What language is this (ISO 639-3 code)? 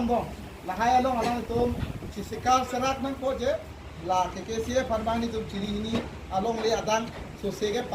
mjw